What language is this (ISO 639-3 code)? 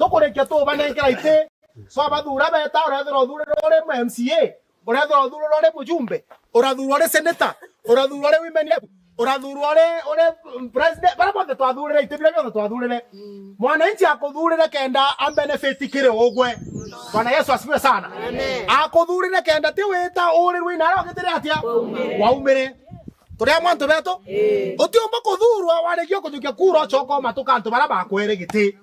mer